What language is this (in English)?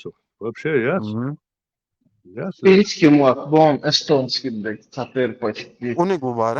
Chechen